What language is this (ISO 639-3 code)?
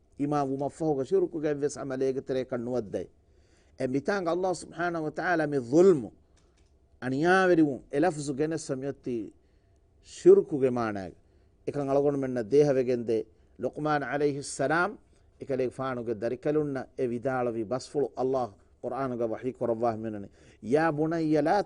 div